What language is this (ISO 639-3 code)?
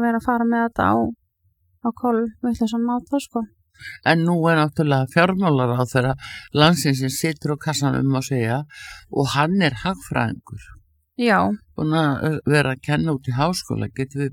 isl